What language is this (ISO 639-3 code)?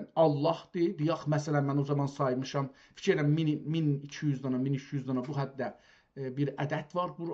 azb